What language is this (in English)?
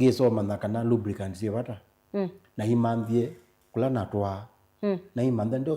Kamba